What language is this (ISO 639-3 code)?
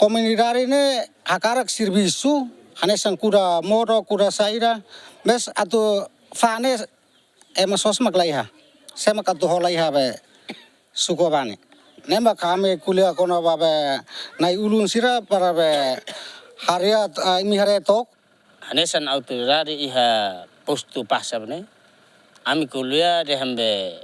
tet